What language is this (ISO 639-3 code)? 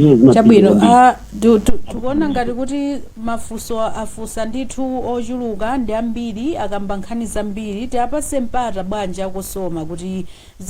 nya